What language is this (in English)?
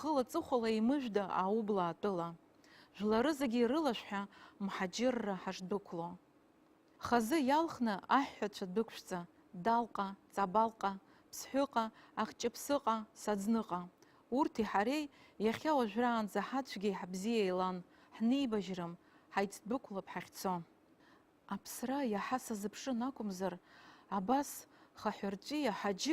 Abkhazian